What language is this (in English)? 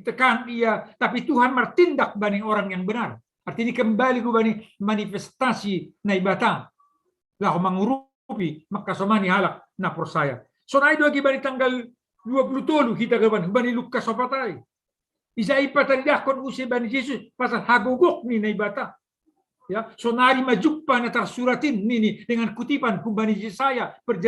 Batak Simalungun